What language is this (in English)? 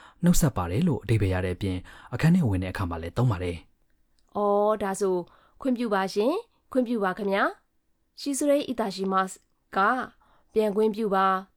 Burmese